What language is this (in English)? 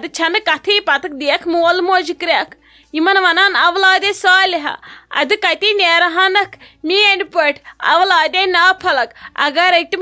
Kashmiri